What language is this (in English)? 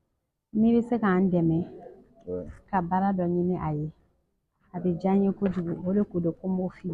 Bambara